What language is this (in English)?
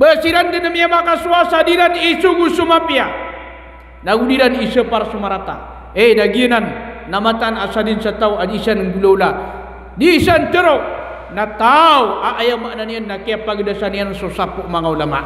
Maranao